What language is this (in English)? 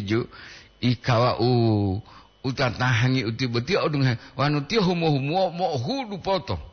Gorontalo